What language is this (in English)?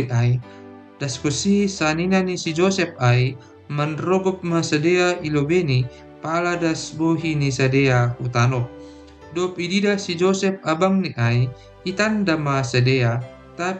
Batak Simalungun